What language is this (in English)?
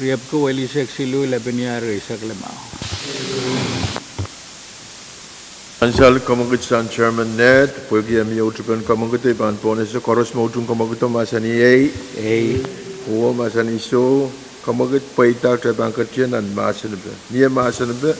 Pohnpeian